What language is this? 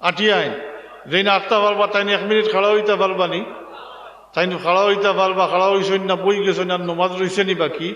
Sylheti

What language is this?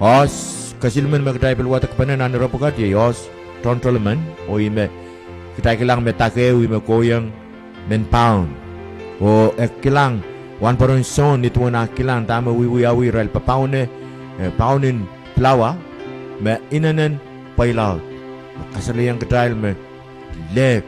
Pohnpeian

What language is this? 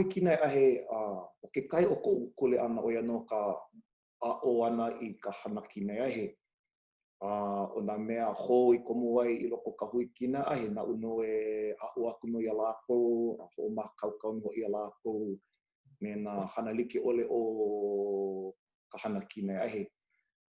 Hawaiian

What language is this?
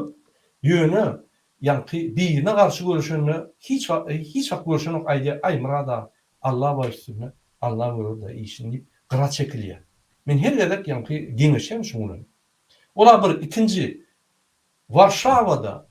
Turkmen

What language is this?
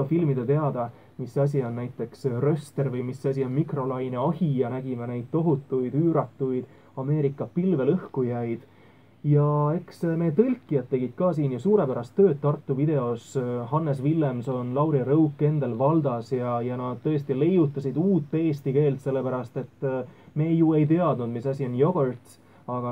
Estonian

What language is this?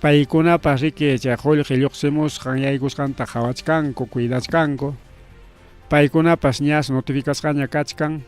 Ayacucho Quechua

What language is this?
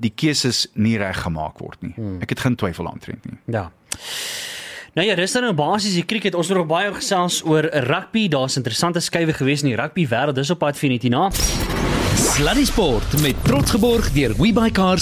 Afrikaans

